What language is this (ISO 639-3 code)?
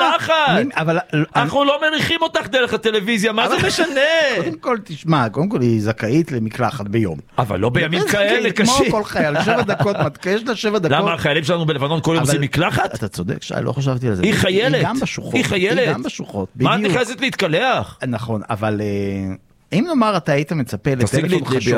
heb